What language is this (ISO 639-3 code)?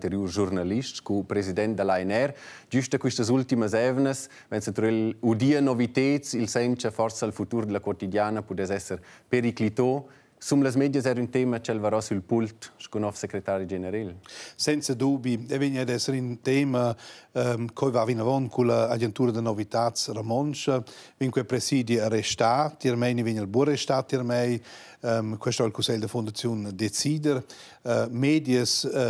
roh